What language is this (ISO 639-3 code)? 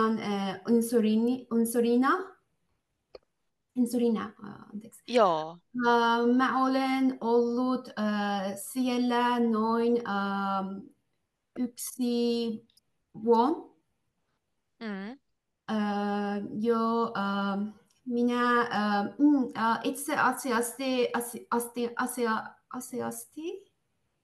fin